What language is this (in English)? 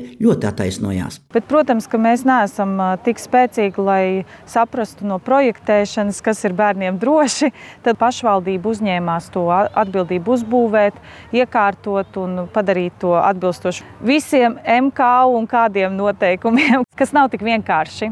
Latvian